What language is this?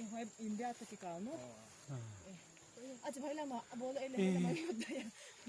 Paite Chin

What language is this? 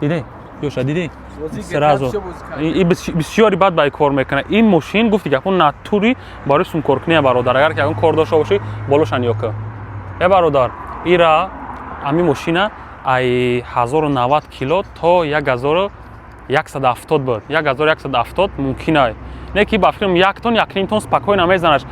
Tajik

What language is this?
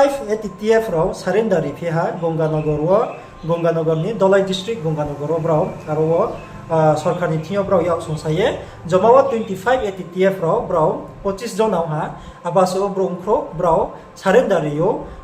Riang (India)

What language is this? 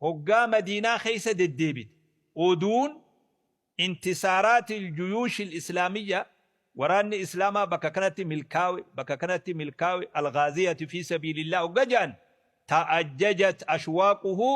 Oromo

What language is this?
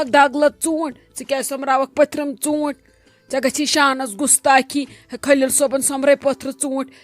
Kashmiri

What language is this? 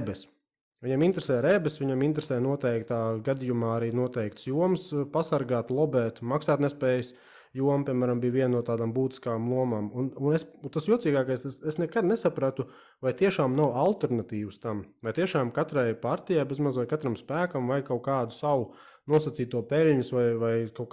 Latvian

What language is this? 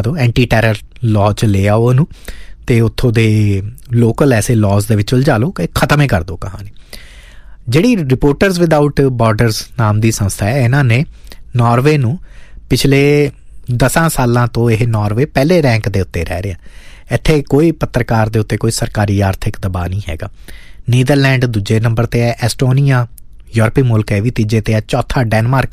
Punjabi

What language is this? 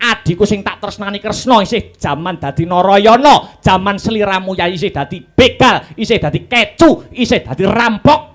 Javanese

